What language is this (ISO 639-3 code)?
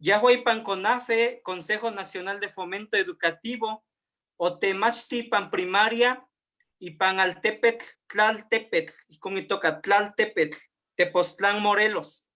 nhe